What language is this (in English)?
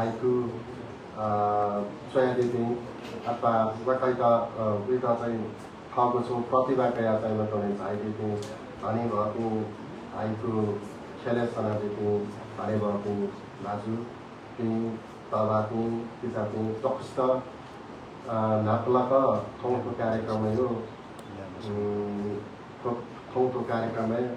Newari